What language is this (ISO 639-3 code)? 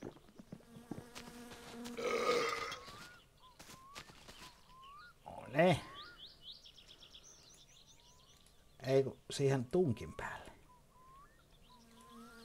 fin